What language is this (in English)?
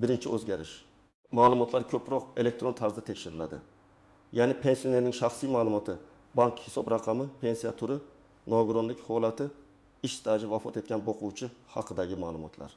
Uzbek